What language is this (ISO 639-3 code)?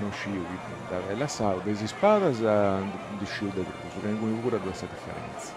srd